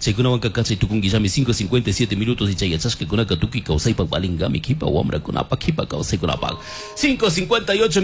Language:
Chimborazo Highland Quichua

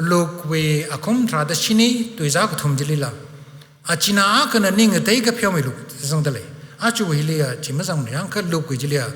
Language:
Tangkhul Naga (India)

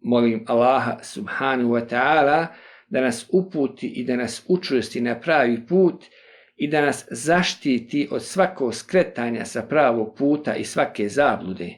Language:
Bosnian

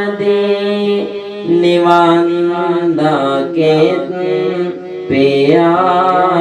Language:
Sinhala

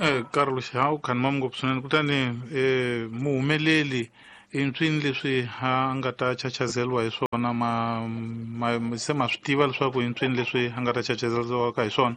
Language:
Tsonga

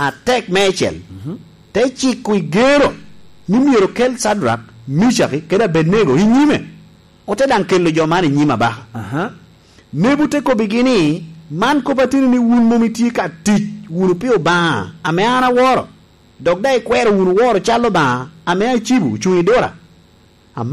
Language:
Lango (Uganda)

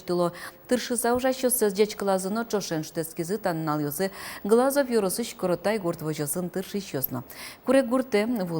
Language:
Udmurt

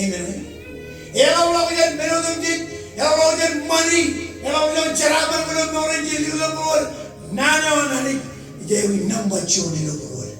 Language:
Marshallese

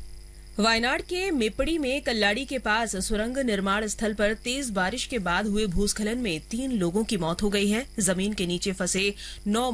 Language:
Hindi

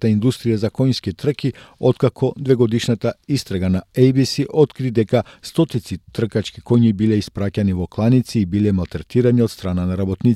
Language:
Macedonian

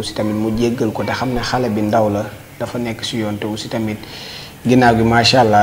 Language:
Wolof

